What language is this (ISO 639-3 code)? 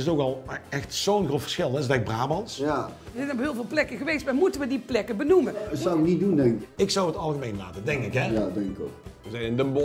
lim